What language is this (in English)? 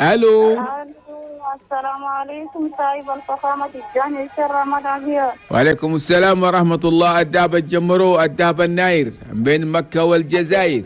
Chadian Arabic